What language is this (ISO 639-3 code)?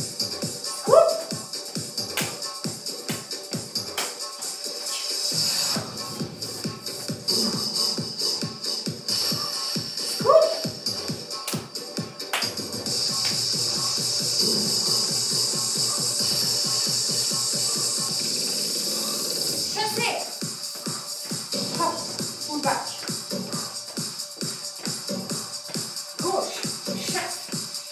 fra